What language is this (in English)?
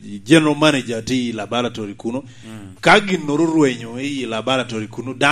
Lango (Uganda)